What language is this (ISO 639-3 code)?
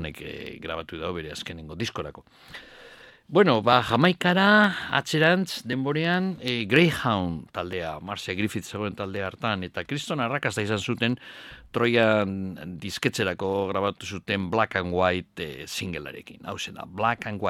eus